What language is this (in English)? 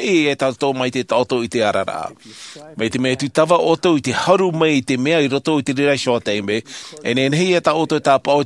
Tahitian